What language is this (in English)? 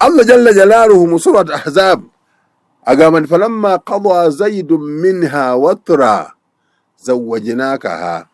Ganda